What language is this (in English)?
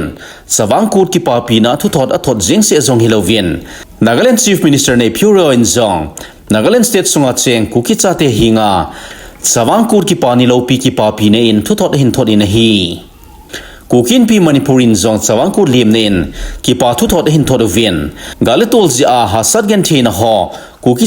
Thado Chin